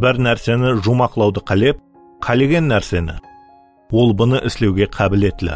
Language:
Kara-Kalpak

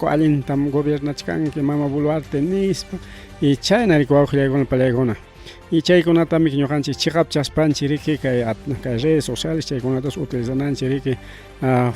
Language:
Ayacucho Quechua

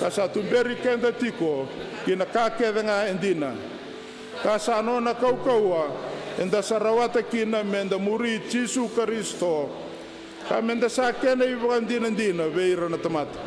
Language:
Fijian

